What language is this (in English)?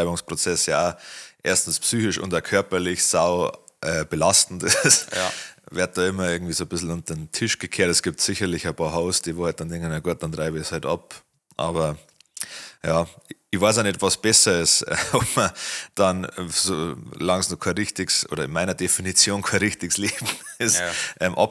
Bavarian